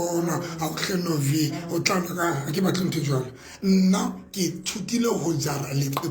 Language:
Southern Sotho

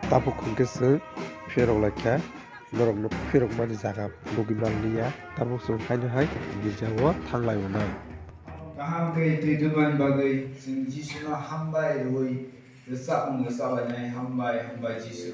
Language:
Kok Borok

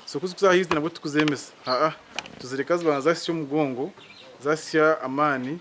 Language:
Nyankole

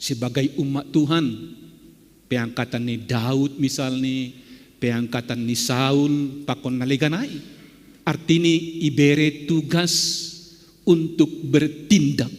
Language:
Batak Simalungun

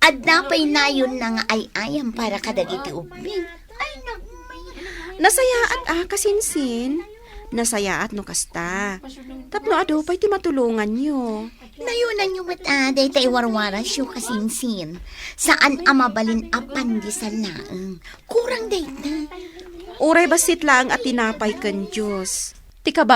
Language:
Iloko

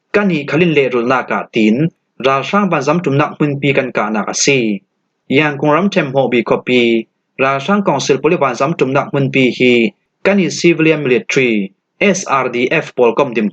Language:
Falam Chin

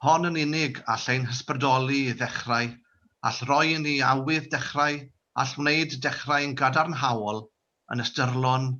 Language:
Welsh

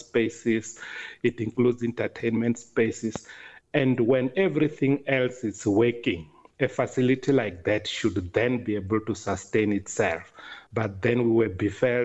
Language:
English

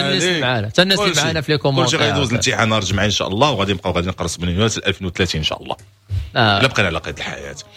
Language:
Moroccan Arabic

